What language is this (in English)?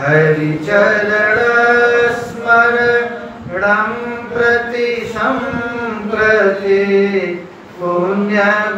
Sanskrit